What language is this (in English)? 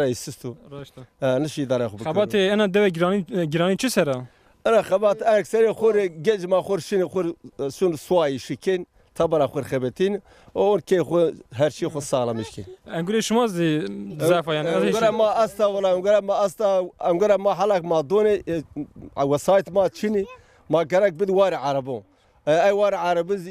Zaza